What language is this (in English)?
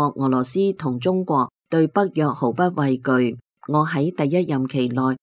Cantonese